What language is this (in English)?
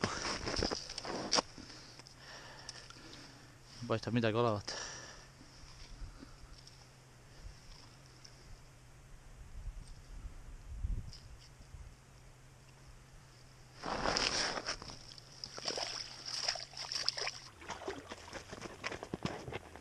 Estonian